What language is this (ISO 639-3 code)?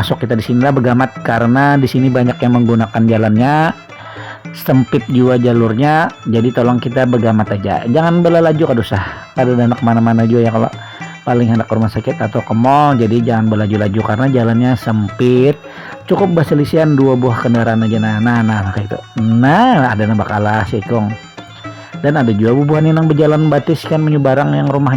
bjn